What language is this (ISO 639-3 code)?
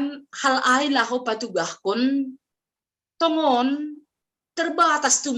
bts